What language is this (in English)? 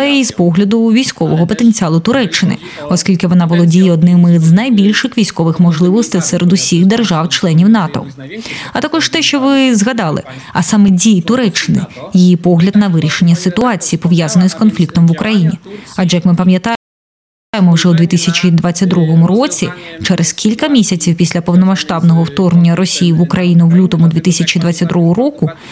Ukrainian